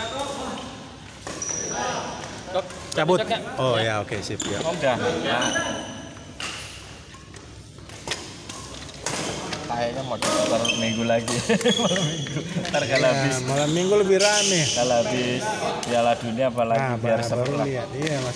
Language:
Indonesian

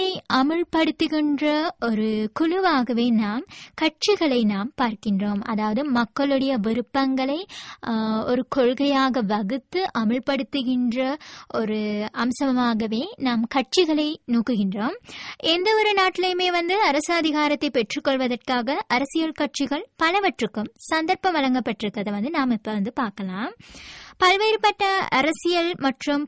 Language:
Tamil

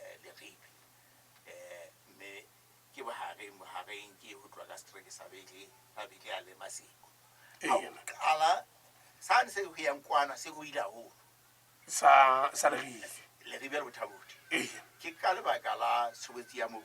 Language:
Southern Sotho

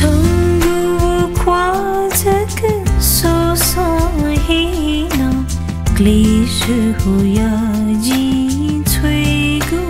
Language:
Newari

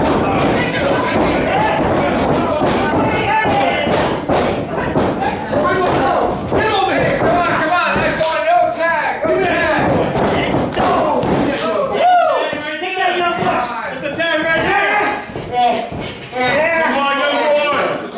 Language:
English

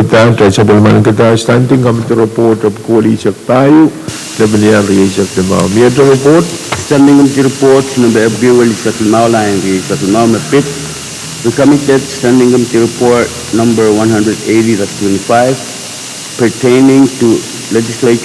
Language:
Pohnpeian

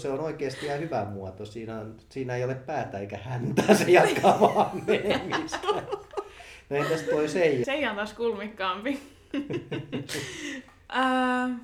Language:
Finnish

